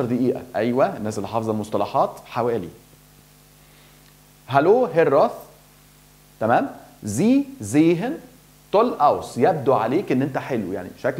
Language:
Egyptian Arabic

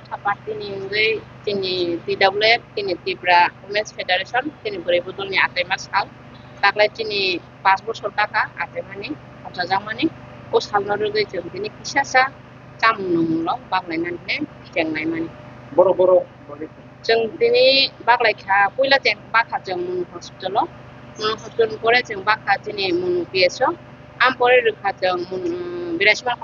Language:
Kok Borok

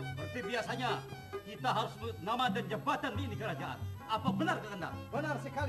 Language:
Banjar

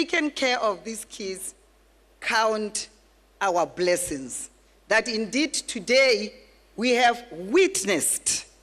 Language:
Tswana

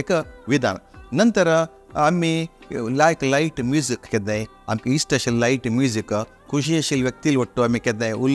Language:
Konkani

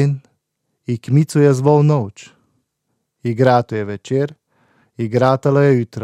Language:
Slovenian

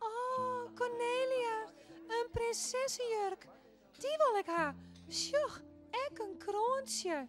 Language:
Western Frisian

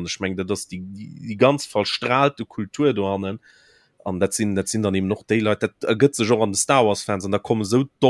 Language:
Luxembourgish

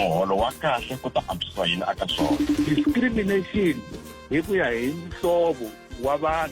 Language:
Tsonga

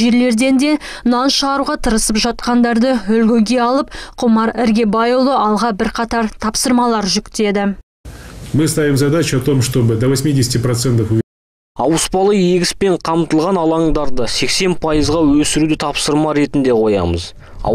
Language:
Kazakh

